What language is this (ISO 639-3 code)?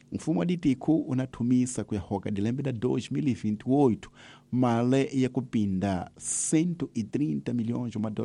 tso